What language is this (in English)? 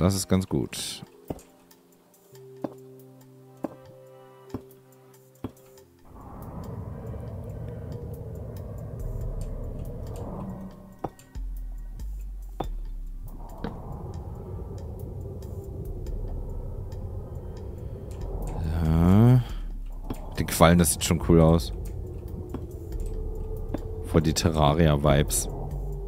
German